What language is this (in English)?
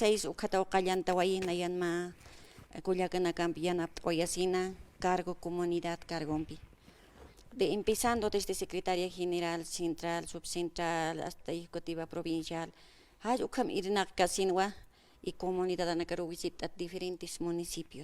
Aymara